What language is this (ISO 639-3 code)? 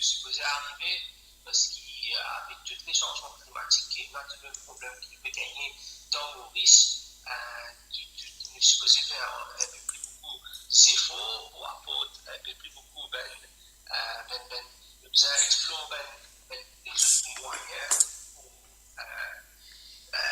mfe